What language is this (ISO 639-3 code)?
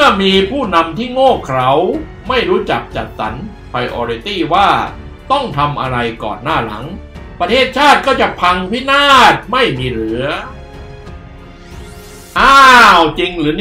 tha